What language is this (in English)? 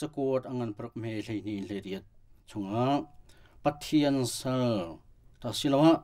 Hakha Chin